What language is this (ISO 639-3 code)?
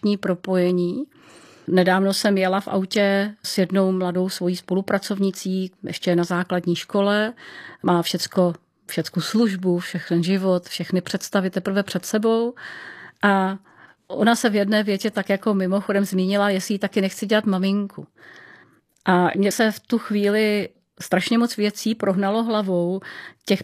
ces